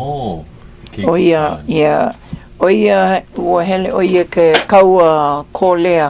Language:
Hawaiian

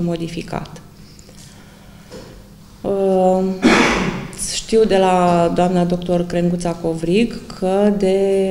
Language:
Romanian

